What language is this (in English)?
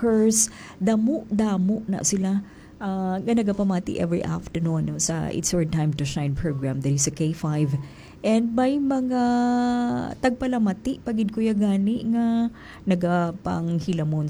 Hiligaynon